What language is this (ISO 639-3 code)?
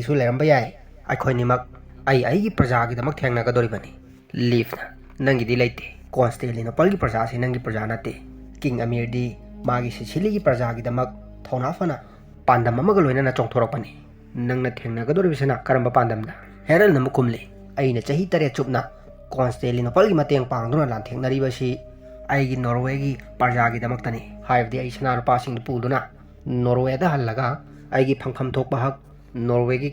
mni